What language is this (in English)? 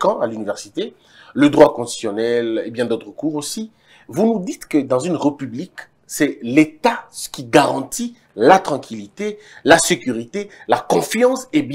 French